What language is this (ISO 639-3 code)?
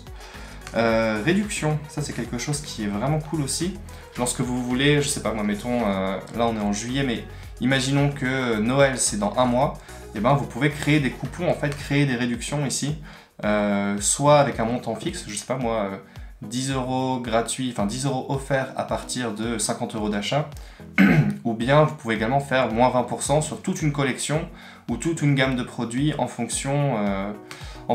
fra